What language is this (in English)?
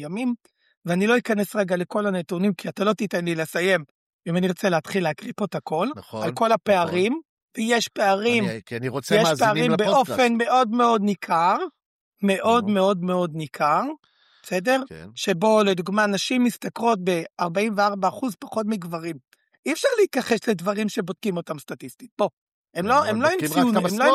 Hebrew